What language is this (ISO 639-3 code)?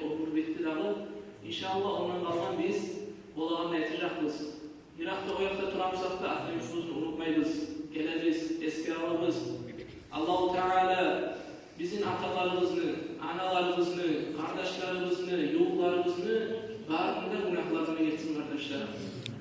kum